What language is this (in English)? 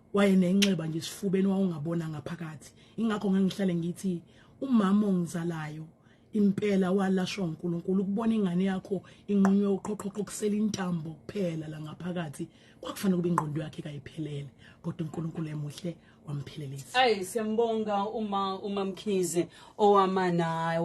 Zulu